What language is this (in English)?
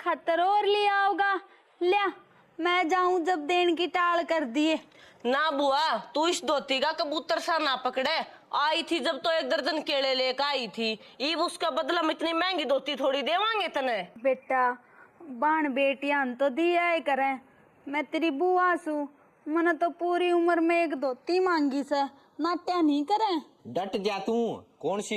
Haryanvi